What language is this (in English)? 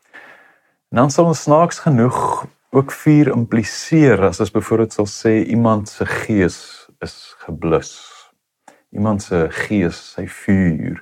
Afrikaans